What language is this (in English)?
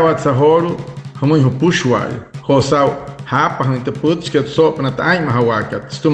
Wayuu